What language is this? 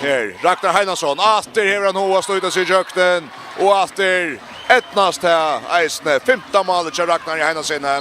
Faroese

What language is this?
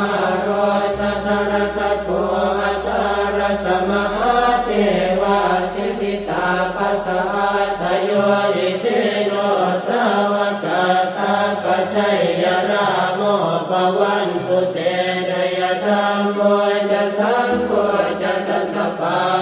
Pali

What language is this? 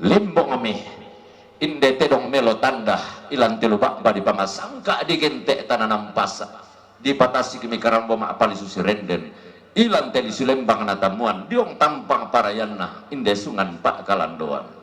Toraja-Sa'dan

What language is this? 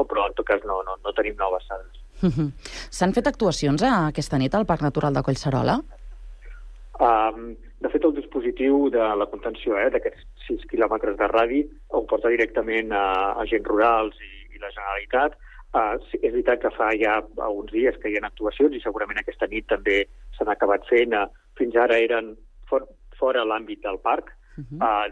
Catalan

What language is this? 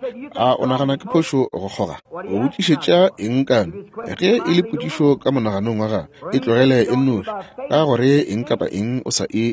Northern Sotho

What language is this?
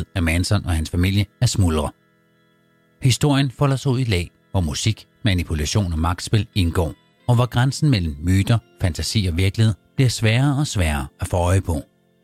Danish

